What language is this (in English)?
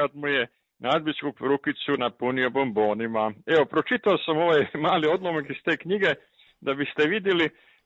Croatian